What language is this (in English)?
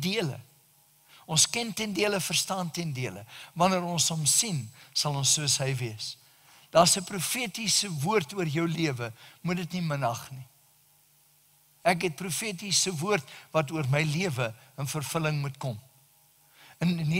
Afrikaans